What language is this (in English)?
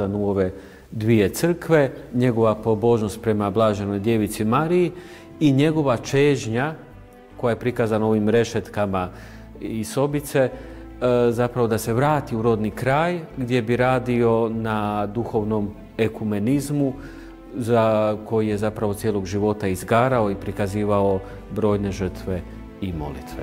Croatian